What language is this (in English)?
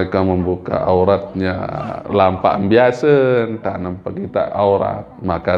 Sasak